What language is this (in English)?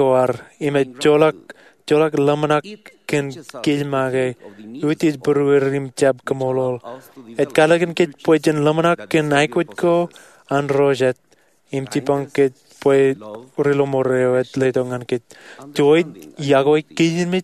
Marshallese